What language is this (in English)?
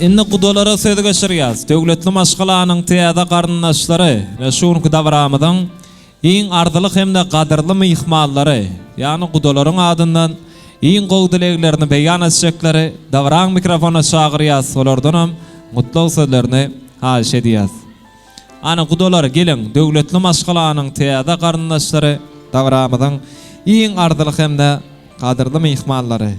Turkmen